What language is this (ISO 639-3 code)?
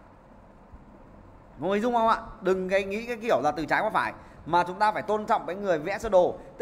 vie